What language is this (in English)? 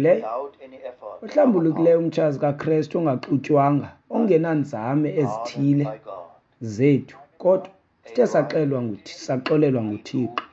Xhosa